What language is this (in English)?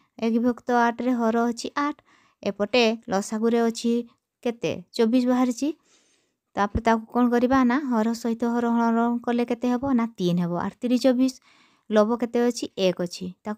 Odia